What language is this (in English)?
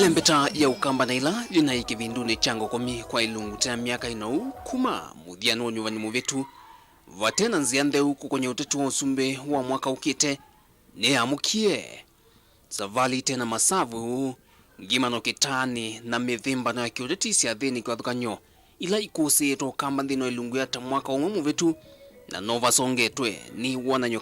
Kamba